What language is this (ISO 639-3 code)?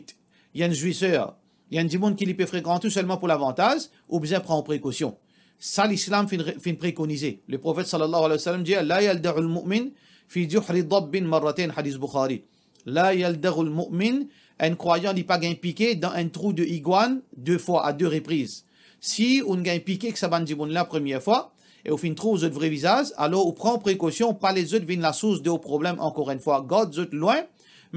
mfe